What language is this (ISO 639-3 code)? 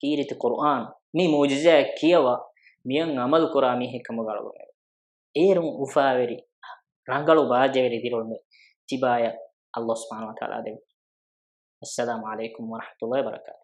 div